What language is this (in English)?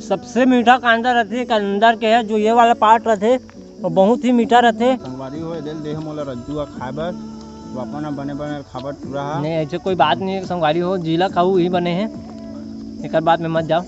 Chhattisgarhi